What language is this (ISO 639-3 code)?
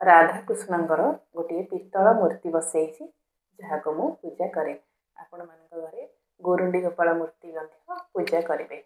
ori